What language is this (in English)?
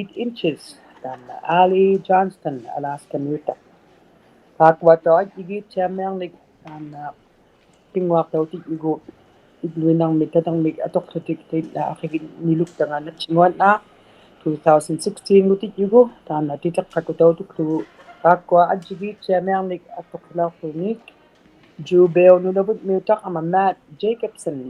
Inuktitut